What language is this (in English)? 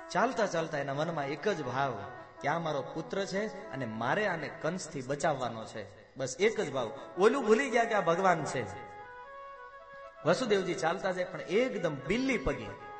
Gujarati